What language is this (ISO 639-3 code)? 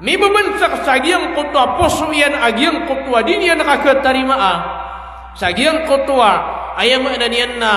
mrw